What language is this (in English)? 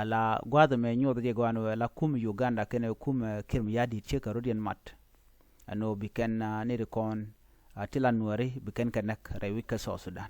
Nuer